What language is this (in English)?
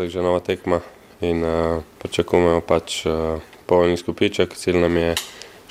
Slovenian